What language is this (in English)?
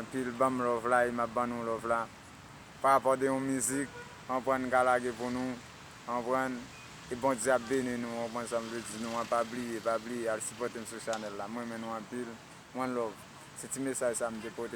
Haitian Creole